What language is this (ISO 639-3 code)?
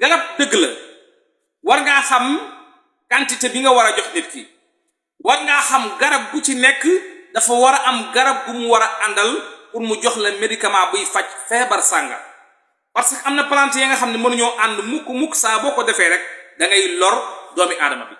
wol